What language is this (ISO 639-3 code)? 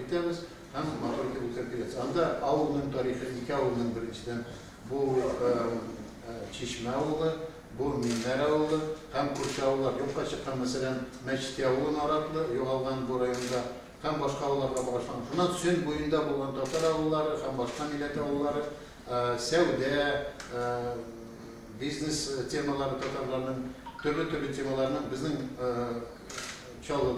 tat